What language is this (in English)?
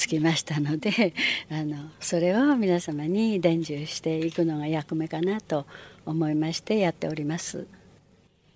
Japanese